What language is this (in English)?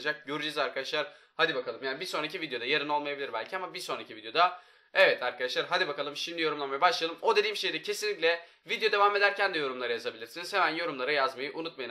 Turkish